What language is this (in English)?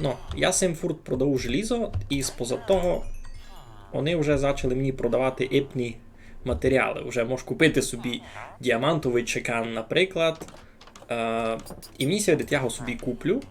Rusyn